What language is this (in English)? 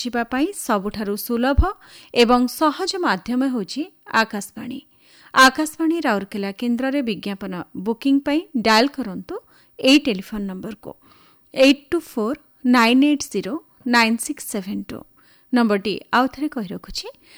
Odia